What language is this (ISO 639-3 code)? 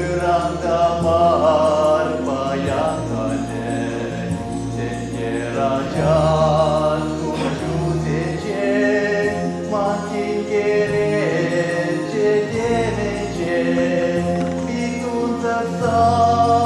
chv